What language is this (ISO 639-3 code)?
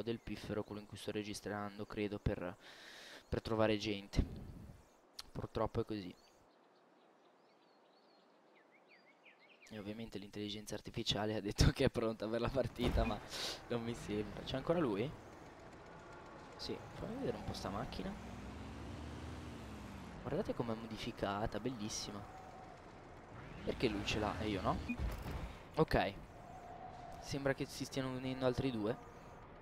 ita